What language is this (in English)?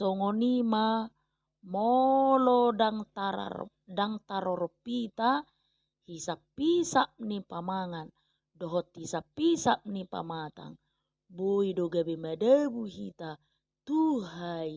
Batak Toba